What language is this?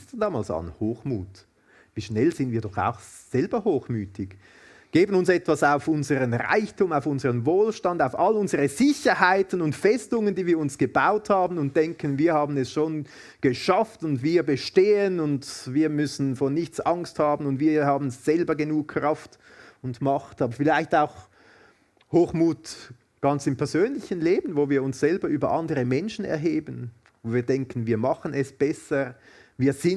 Swiss German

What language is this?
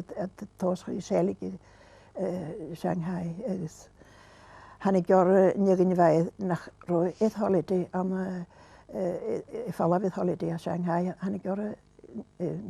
Scottish Gaelic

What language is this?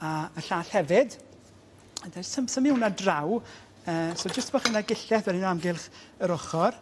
Welsh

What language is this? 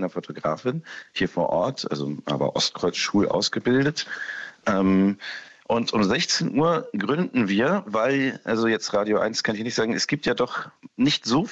German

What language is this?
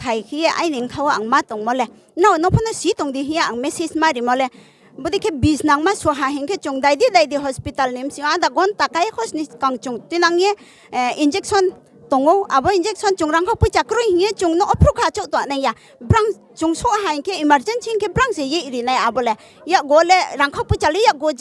Riang (India)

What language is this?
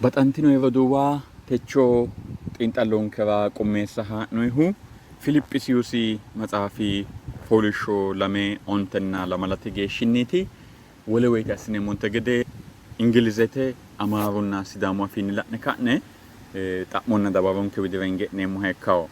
Sidamo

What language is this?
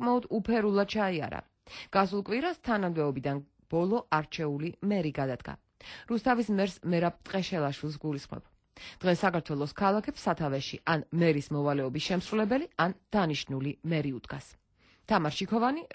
Georgian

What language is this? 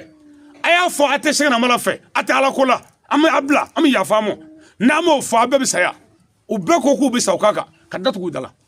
Bambara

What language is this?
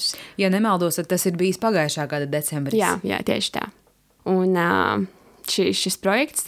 Latvian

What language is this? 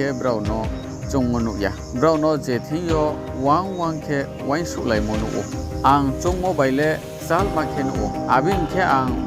Riang (India)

